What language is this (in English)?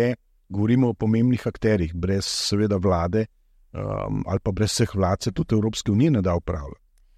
Slovenian